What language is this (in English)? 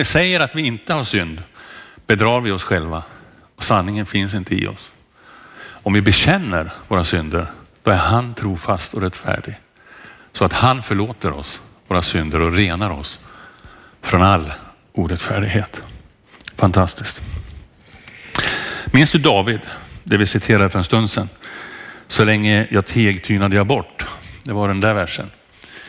Swedish